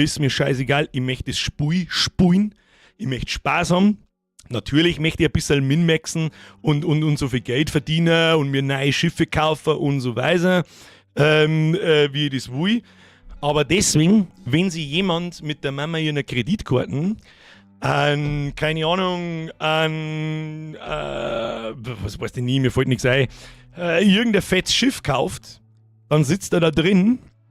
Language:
Bavarian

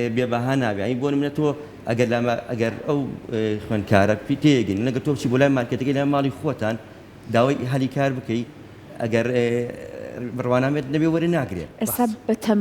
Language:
Central Kurdish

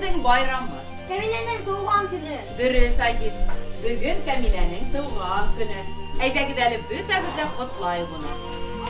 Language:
Bashkir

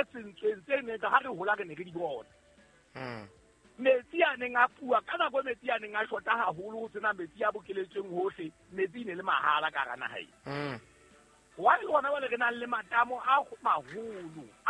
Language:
Southern Sotho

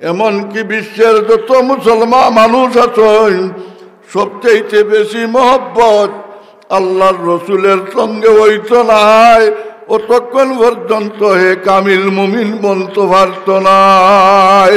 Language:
Sylheti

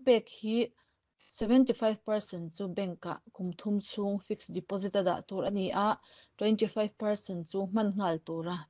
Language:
Mizo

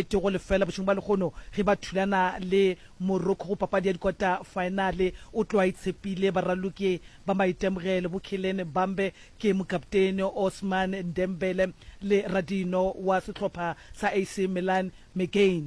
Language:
Northern Sotho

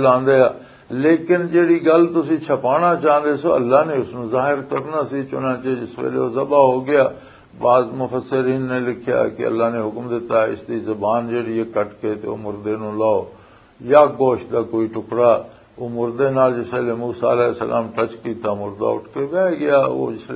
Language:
Western Panjabi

